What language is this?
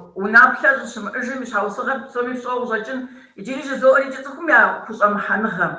Kabardian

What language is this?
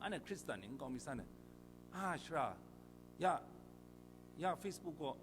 Kachin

